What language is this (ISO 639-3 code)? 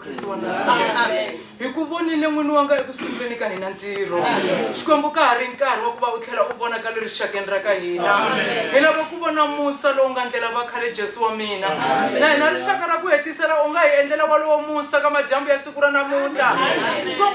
tso